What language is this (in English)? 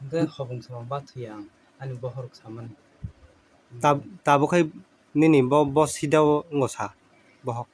Kok Borok